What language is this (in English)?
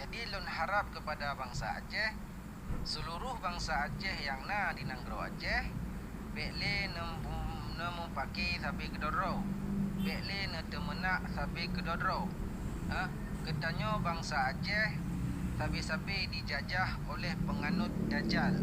Achinese